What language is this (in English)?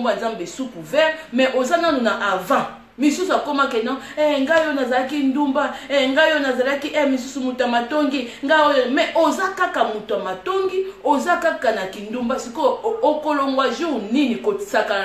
Lingala